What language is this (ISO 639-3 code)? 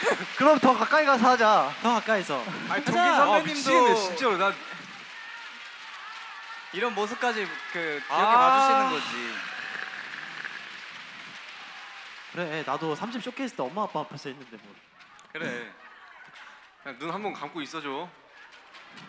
kor